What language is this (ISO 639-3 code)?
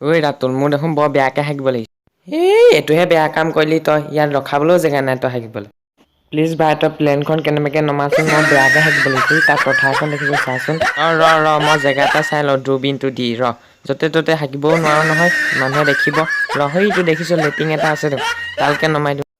asm